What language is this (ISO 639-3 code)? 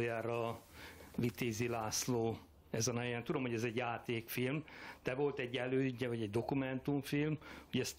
hun